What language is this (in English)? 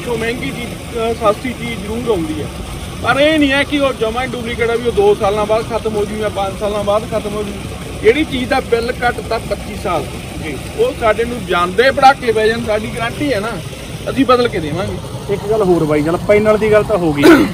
Punjabi